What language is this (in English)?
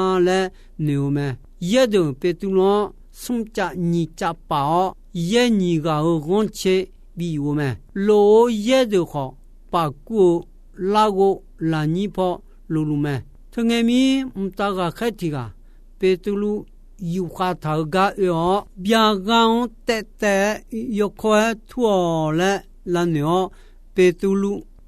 Akha